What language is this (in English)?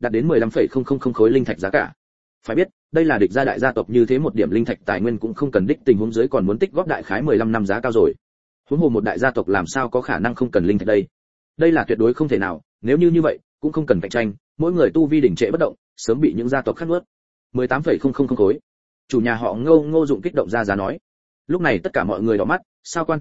Vietnamese